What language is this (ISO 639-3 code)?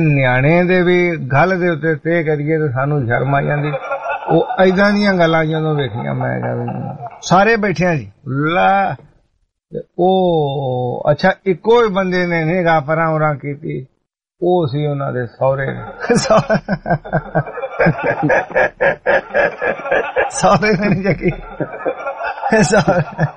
pan